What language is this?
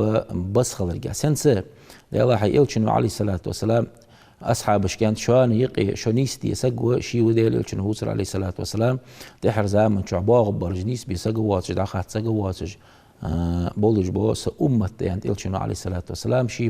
Ingush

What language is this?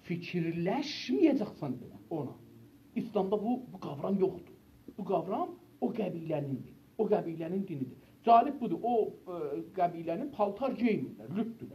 South Azerbaijani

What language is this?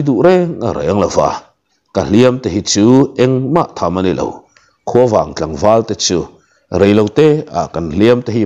Mizo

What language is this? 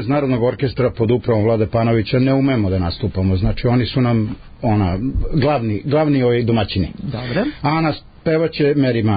Serbian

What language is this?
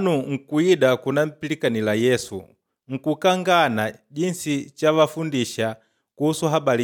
Makonde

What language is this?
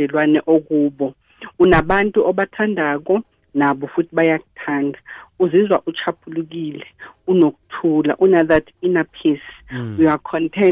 South Ndebele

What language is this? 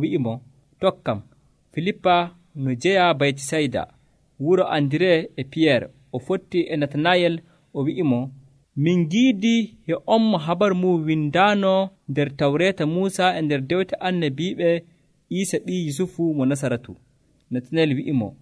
Nigerian Fulfulde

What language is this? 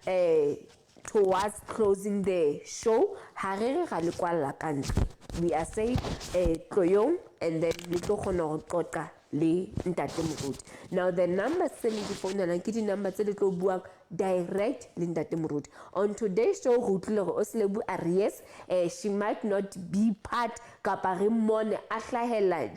Southern Sotho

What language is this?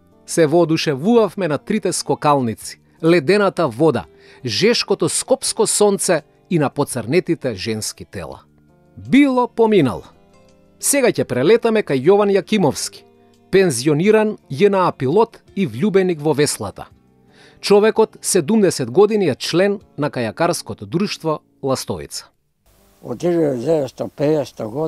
Macedonian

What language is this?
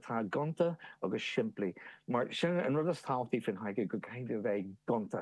Irish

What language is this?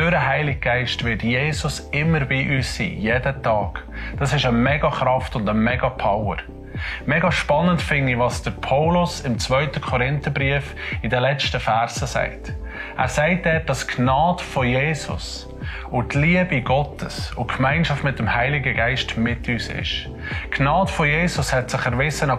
Swiss German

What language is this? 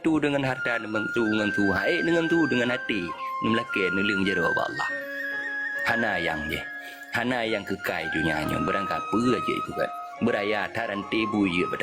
Achinese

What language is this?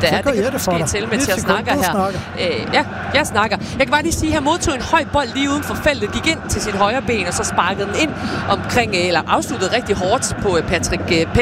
Danish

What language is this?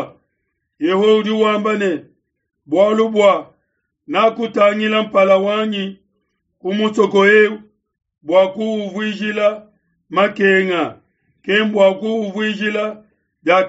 Luba-Lulua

